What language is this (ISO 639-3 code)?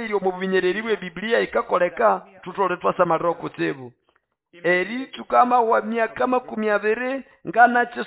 nnb